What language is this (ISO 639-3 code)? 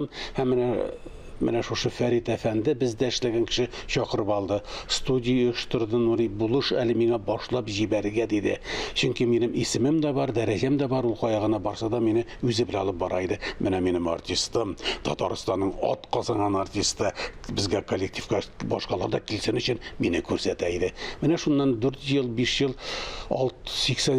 tat